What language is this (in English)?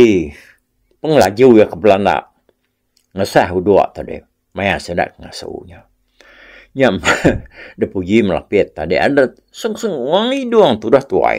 Iban